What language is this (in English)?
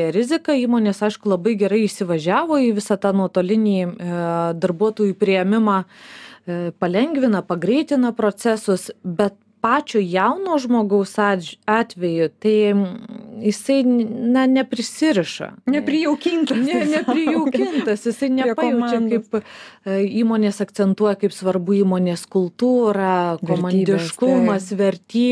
Lithuanian